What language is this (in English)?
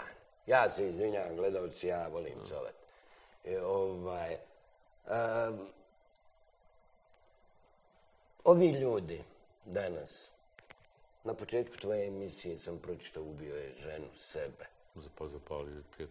Bosnian